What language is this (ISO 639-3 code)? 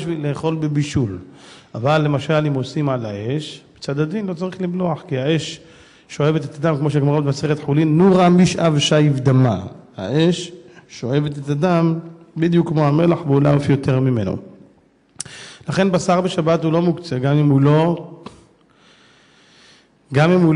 heb